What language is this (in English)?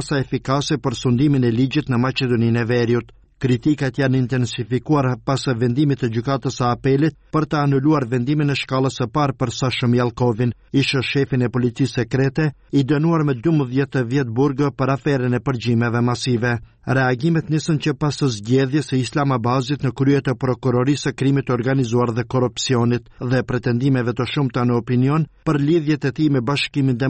Albanian